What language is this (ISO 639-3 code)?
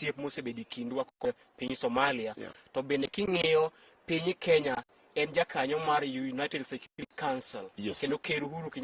luo